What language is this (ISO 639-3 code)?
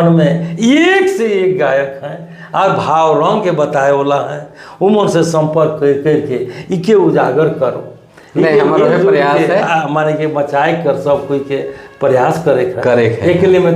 sck